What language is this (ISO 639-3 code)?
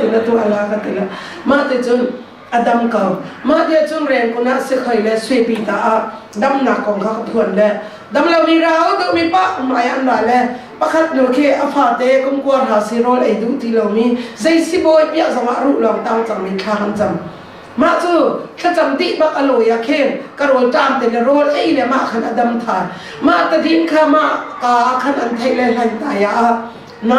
cnh